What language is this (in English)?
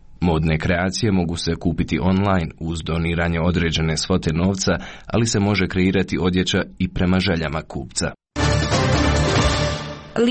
Croatian